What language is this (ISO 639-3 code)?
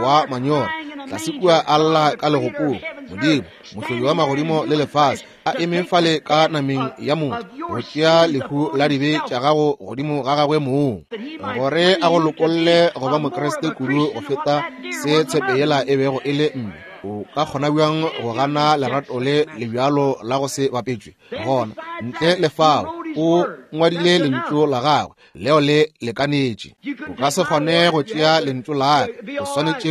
nso